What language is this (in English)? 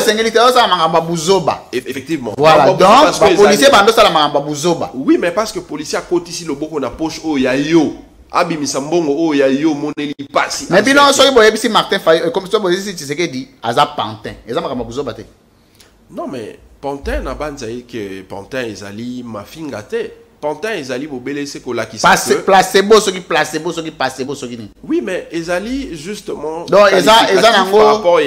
Lingala